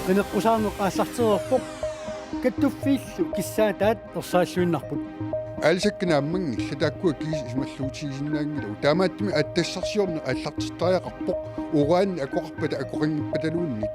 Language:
Kalaallisut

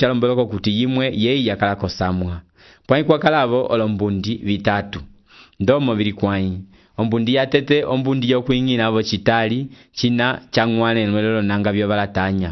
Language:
Umbundu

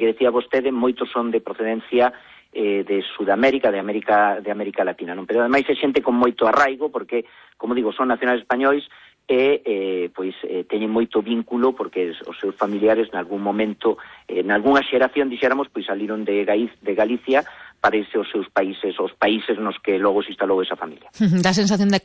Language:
Galician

